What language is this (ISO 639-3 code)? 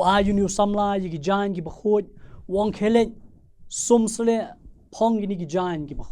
kha